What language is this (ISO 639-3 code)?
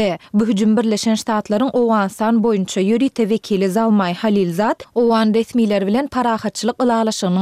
tuk